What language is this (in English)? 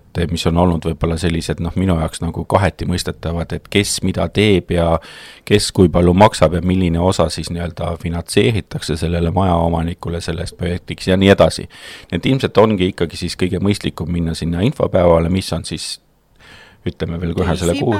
Estonian